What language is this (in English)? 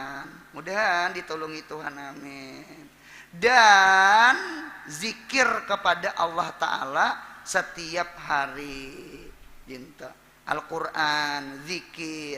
Banjar